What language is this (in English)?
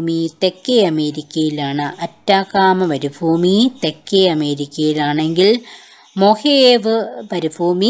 Malayalam